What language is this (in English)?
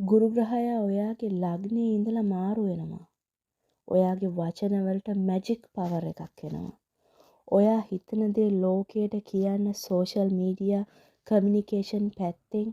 Sinhala